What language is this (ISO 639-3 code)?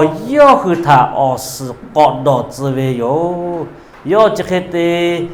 lhu